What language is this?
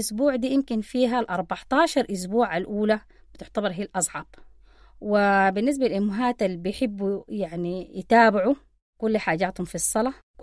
Sudanese Arabic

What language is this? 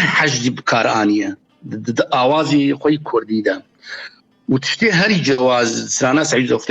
Kurdish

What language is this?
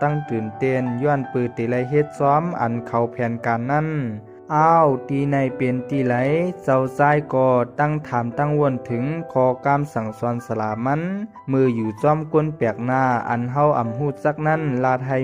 Shan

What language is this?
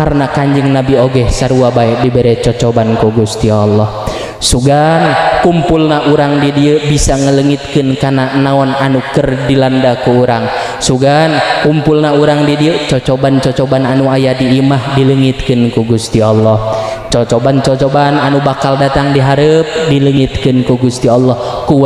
Sundanese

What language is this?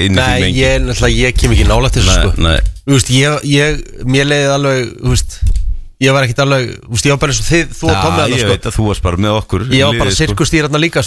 Icelandic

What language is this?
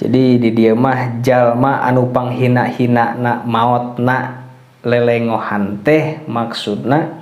Sundanese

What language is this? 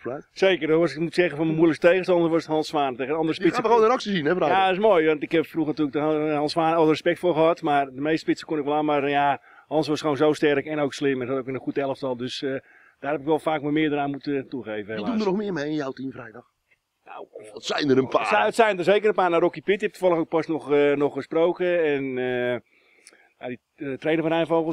Dutch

